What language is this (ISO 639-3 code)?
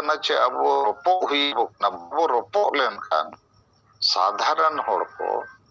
sat